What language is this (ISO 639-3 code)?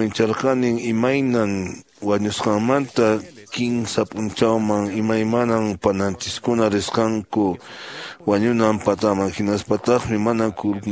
que